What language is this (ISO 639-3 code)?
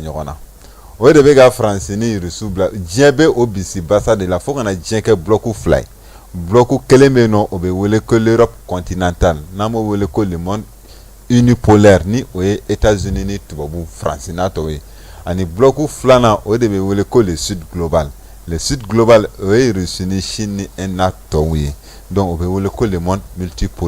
bam